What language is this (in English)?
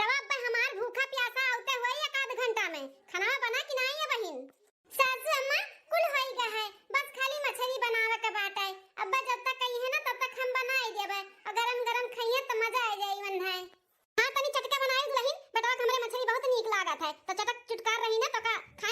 Awadhi